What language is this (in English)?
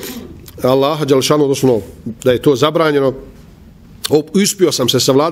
Bosnian